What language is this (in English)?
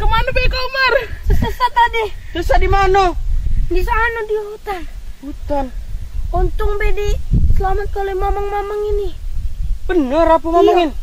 Musi